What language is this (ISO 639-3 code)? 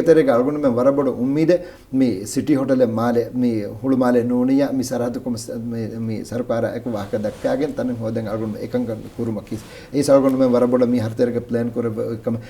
div